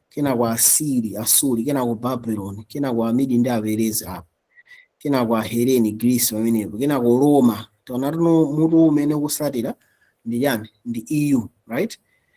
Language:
Nyanja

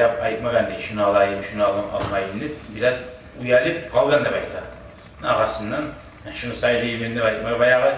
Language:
Kumyk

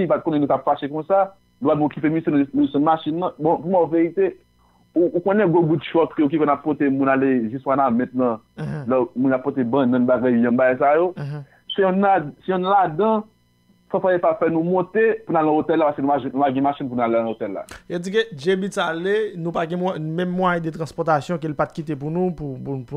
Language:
Haitian Creole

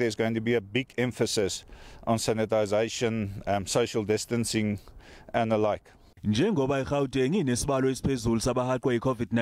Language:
Zulu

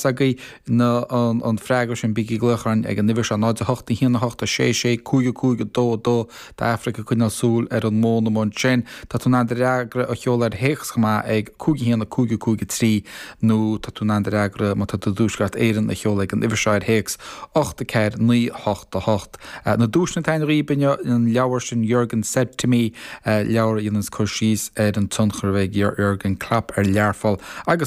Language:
Irish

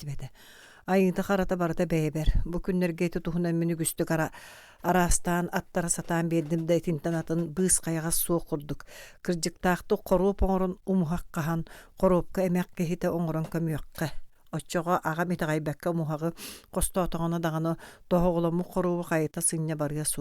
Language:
Yakut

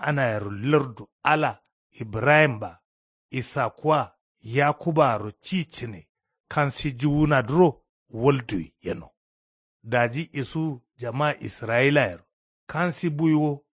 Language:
Kanuri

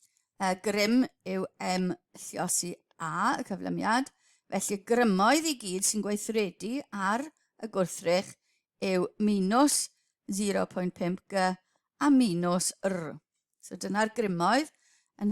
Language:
Welsh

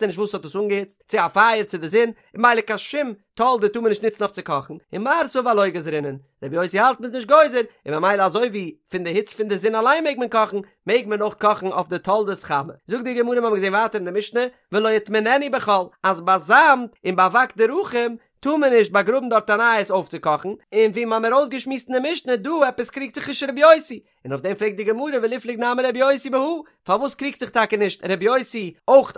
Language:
Yiddish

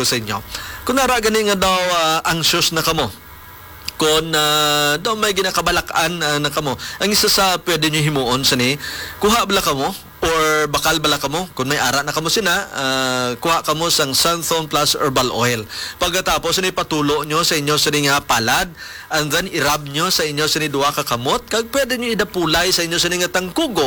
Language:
Hiligaynon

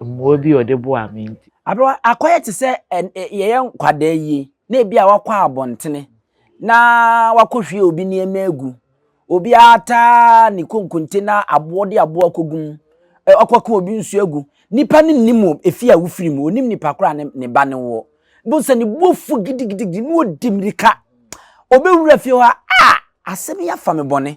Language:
Akan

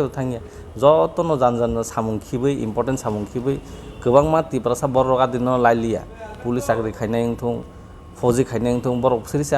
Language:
Kok Borok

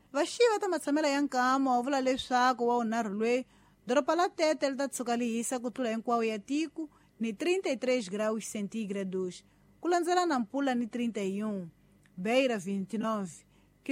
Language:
Tsonga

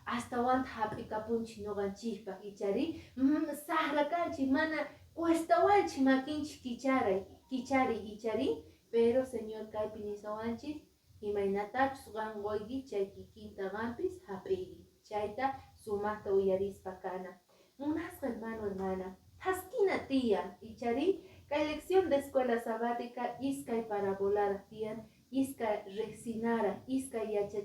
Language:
Quechua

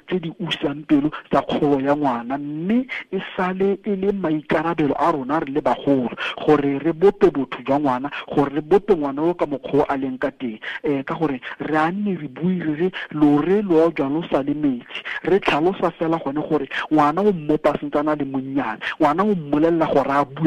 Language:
Tswana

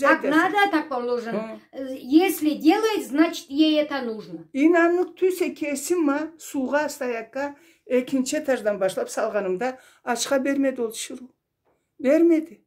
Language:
Karachay-Balkar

